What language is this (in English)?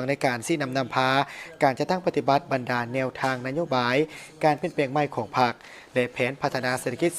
Lao